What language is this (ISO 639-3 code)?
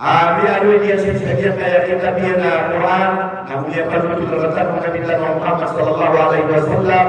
mrw